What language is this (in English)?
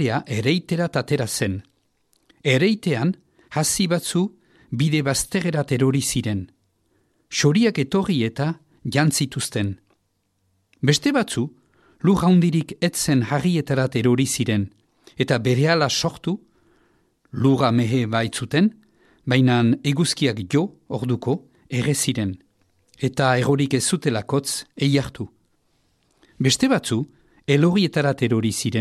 Basque